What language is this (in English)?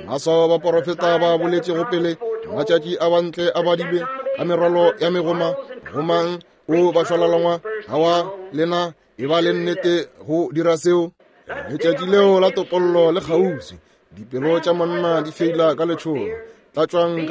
Northern Sotho